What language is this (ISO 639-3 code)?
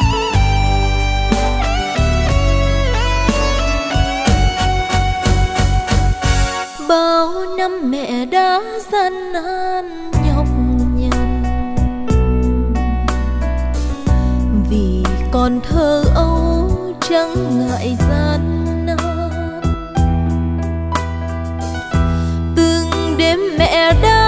vie